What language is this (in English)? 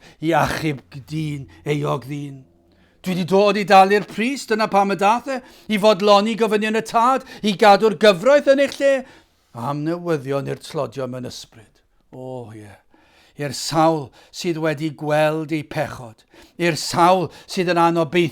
Welsh